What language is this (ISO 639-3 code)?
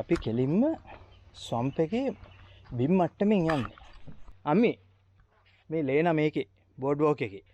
sin